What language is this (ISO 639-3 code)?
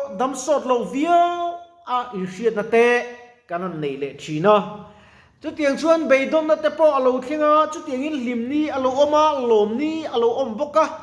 lus